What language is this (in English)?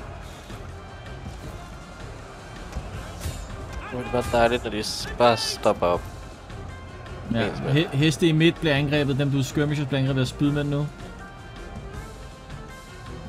Danish